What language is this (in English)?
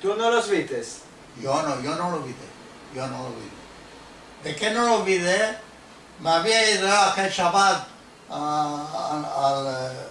Ladino